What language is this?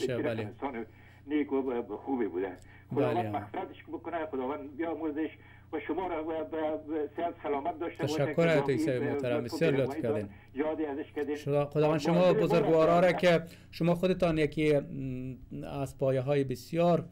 Persian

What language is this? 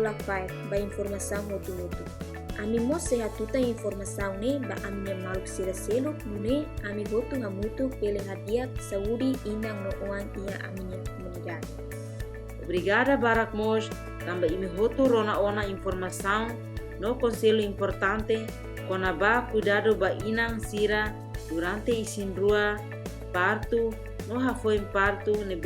Tetum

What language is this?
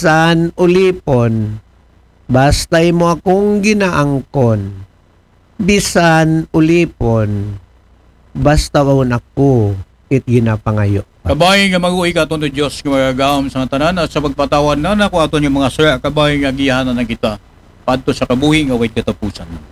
Aklanon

